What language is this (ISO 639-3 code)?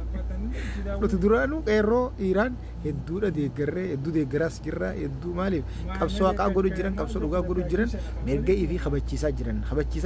orm